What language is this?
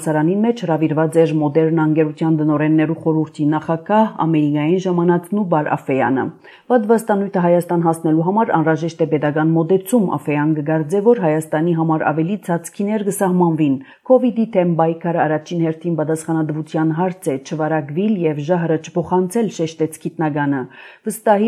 Armenian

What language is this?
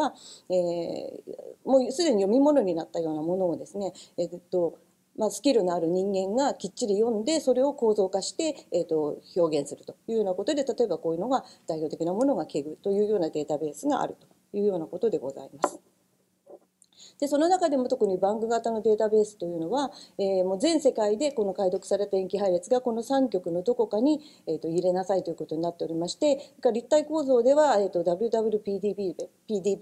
Japanese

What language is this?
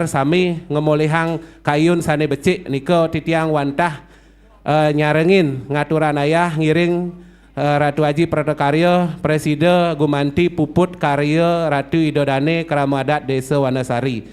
Balinese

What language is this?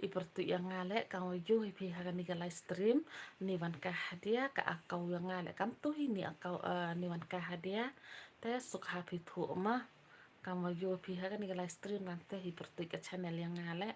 Khasi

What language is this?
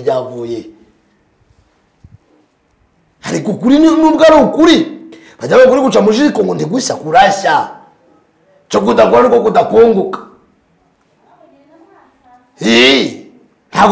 Kinyarwanda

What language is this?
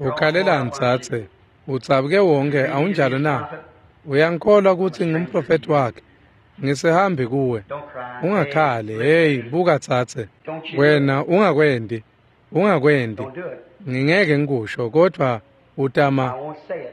Swati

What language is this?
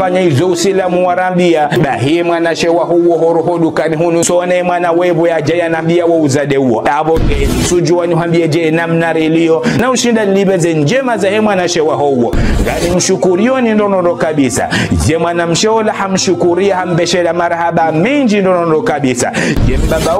Ngazidja Comorian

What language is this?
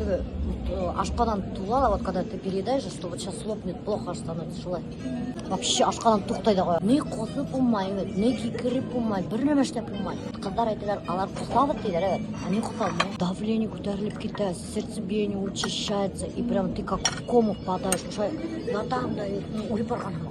Bashkir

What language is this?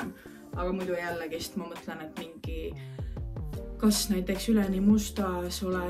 Estonian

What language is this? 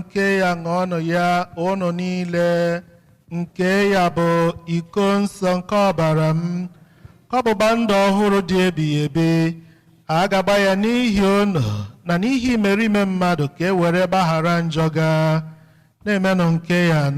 Igbo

